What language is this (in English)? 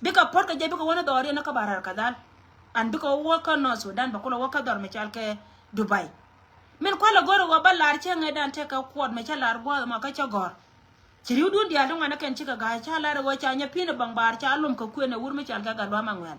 Nuer